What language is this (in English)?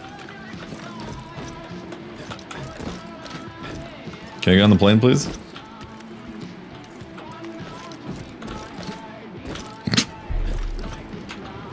English